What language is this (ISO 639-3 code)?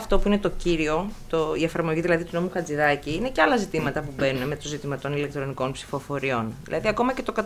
ell